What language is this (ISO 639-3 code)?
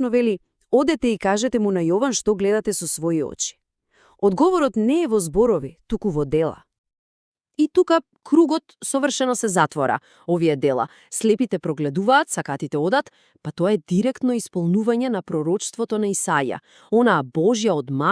mkd